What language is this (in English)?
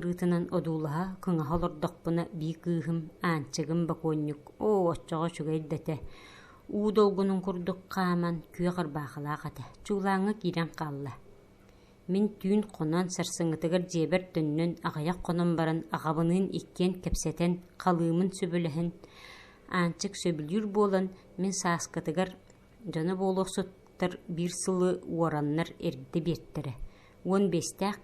Yakut